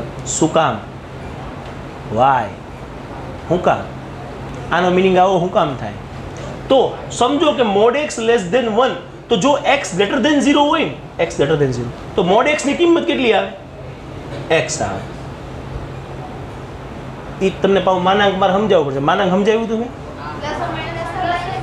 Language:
Gujarati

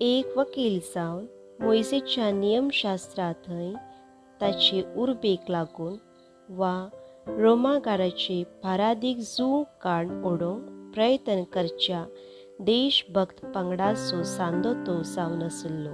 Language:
Konkani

